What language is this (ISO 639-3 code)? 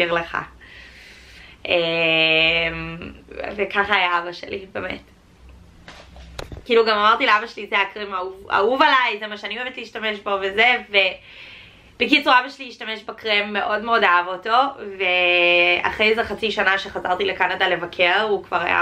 heb